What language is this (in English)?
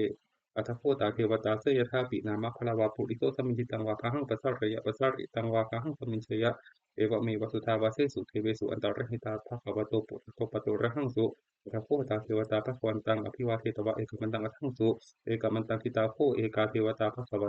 Pali